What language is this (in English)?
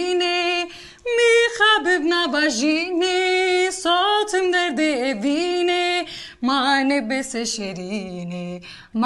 Kurdish